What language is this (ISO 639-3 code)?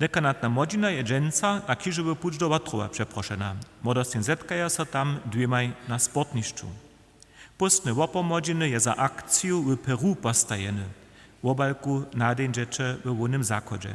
hsb